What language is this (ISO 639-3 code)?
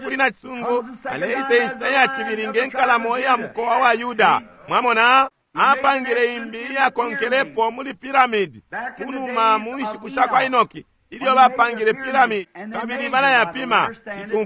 bem